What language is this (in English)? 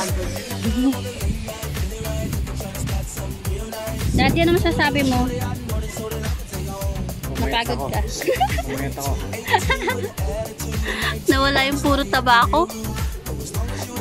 Filipino